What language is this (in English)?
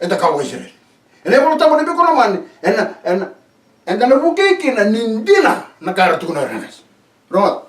Fijian